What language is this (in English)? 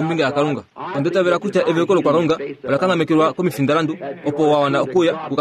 Kuanyama